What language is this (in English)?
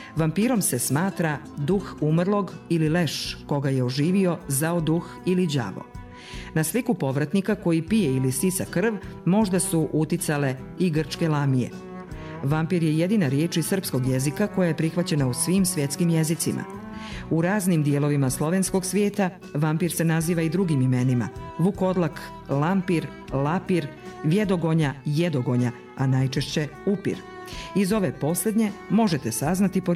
Serbian